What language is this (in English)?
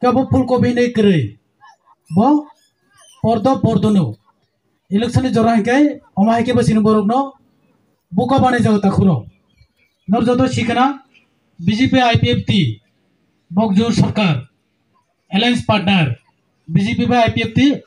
Kok Borok